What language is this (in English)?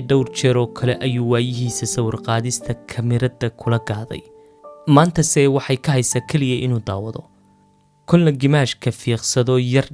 Somali